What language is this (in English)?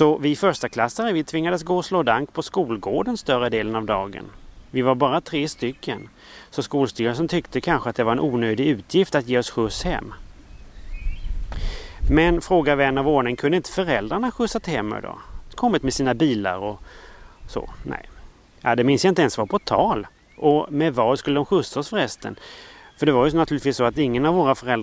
Swedish